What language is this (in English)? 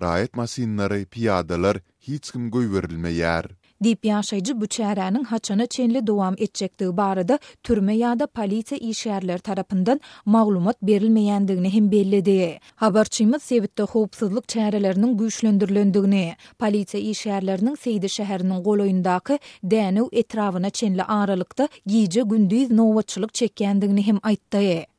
Turkmen